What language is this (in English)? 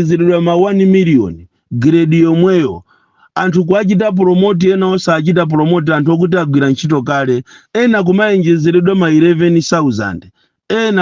Nyanja